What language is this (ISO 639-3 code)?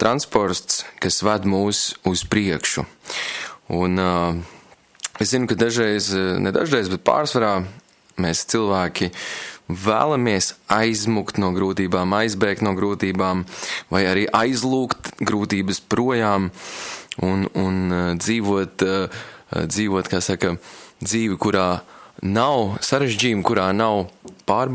lav